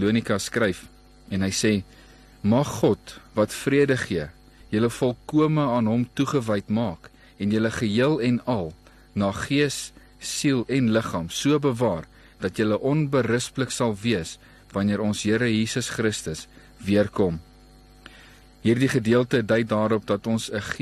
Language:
Afrikaans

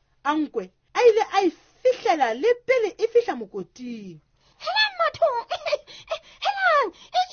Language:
Southern Sotho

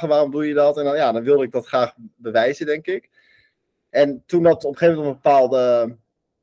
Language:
Dutch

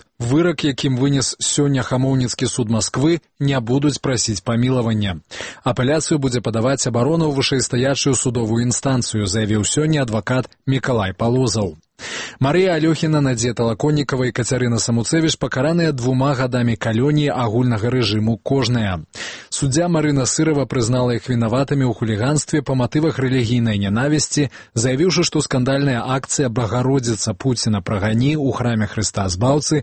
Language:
Belarusian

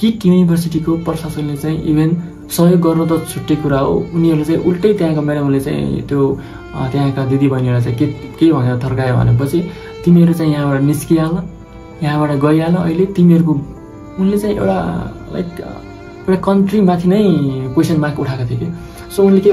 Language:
Nepali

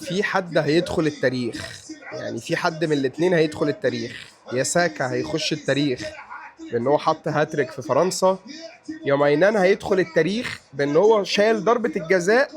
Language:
Egyptian Arabic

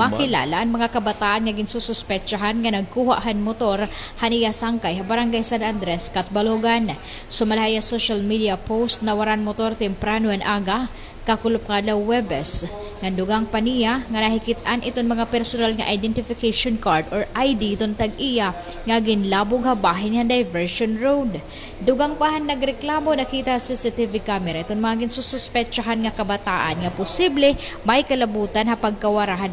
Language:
Waray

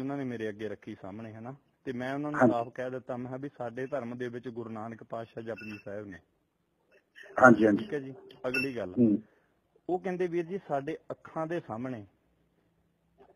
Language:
Punjabi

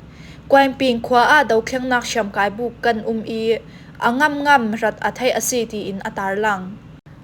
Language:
Falam Chin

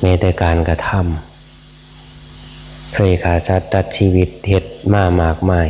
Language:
Northeastern Thai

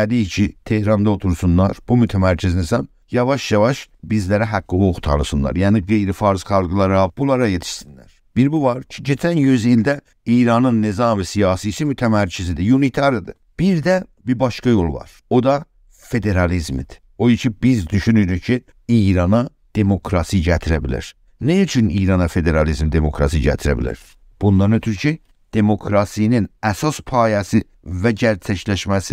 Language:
South Azerbaijani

